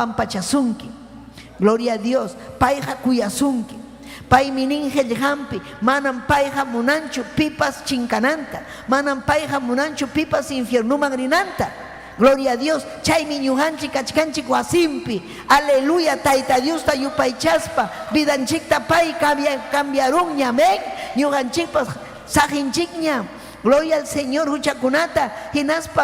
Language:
Ayacucho Quechua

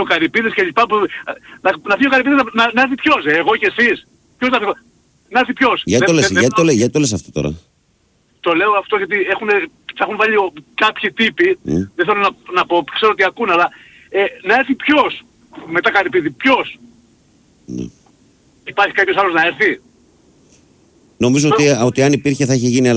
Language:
Greek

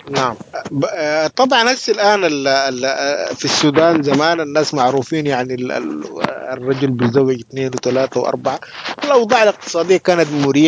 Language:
Sudanese Arabic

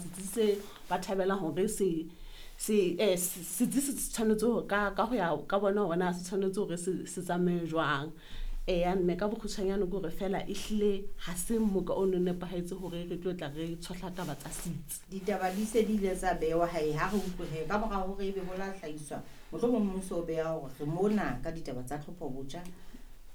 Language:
Southern Sotho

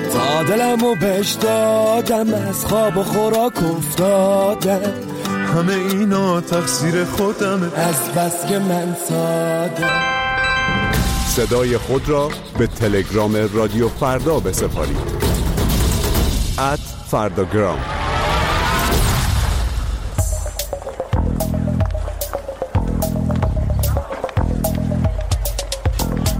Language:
Persian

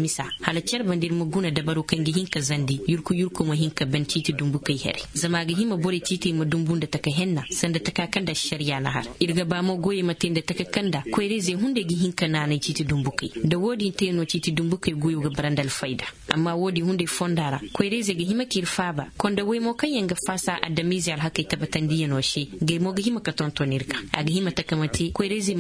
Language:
Zarma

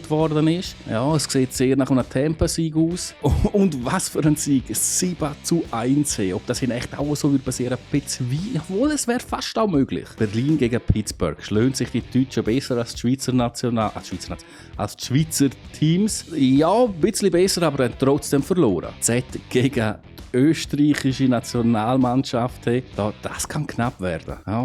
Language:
Swiss German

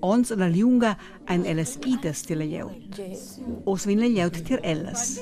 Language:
Romansh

